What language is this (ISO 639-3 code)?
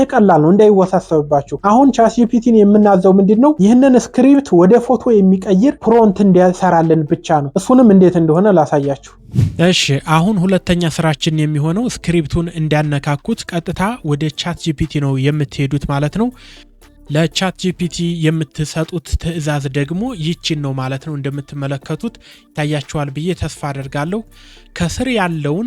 amh